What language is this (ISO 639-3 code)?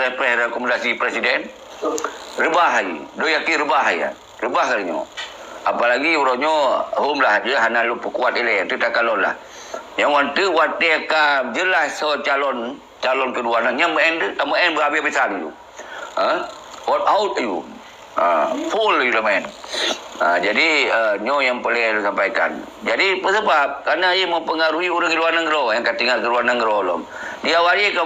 ace